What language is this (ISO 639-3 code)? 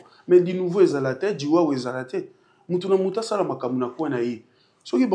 lin